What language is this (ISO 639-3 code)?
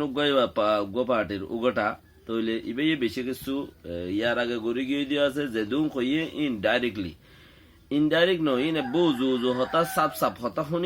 rhg